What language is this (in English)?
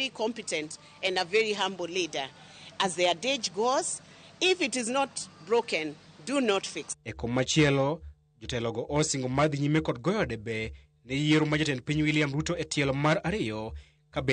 Luo (Kenya and Tanzania)